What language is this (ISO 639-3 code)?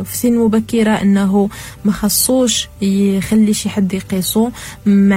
ary